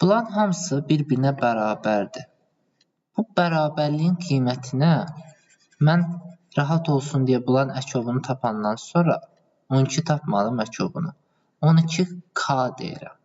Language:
Azerbaijani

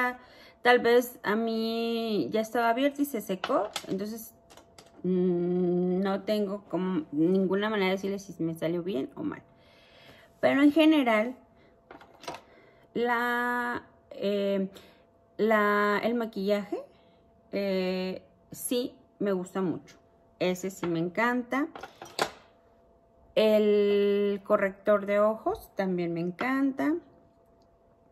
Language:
Spanish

